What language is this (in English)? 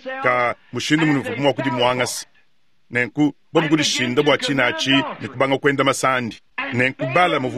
Luba-Lulua